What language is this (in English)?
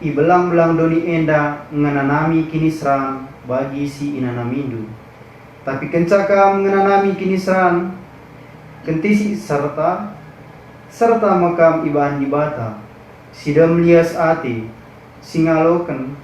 Batak Karo